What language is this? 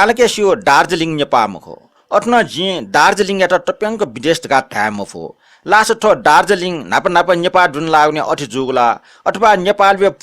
Newari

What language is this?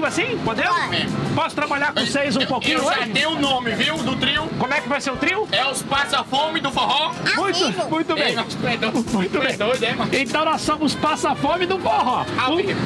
Portuguese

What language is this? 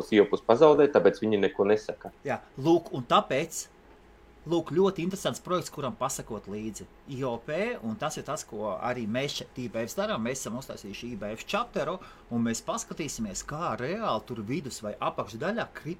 Latvian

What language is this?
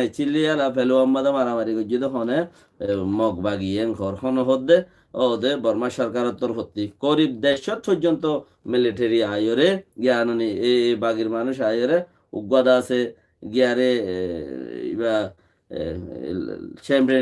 Rohingya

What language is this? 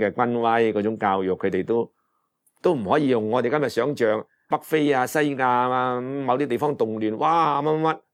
Cantonese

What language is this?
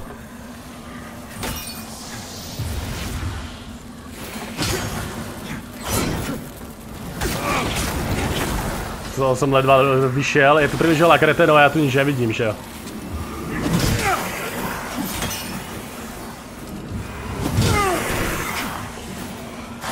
Slovak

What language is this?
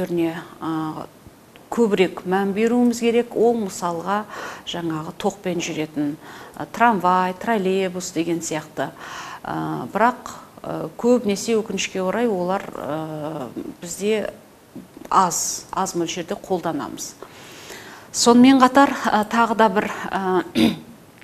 Kazakh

